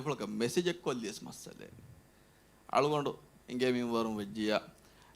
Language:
Divehi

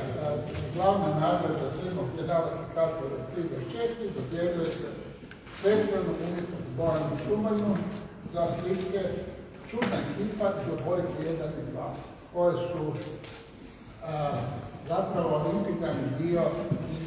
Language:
Croatian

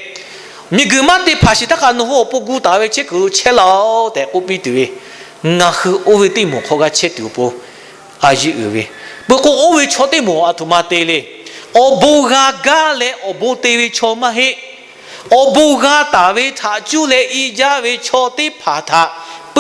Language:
Lahu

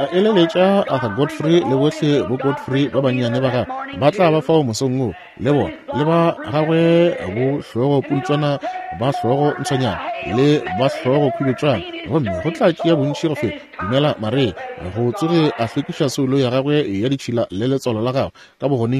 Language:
Northern Sotho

